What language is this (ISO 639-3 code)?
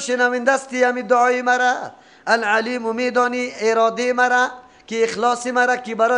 fas